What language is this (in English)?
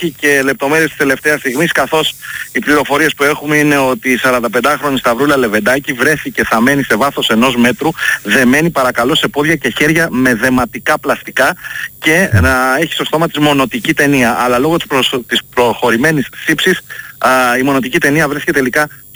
Greek